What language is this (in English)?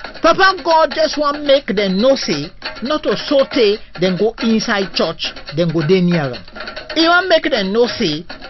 Krio